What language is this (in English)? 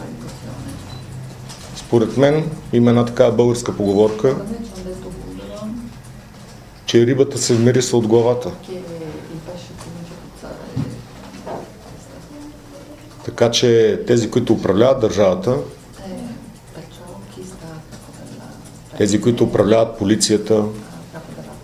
Bulgarian